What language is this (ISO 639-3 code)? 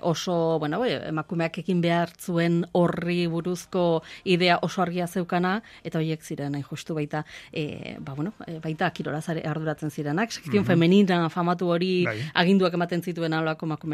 eus